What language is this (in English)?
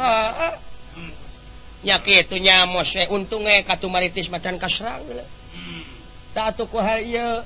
Sundanese